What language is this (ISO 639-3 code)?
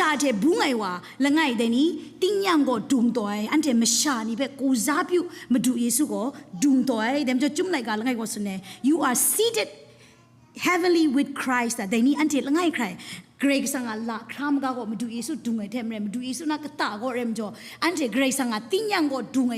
kac